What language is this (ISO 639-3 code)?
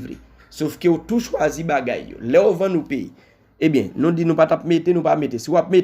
hat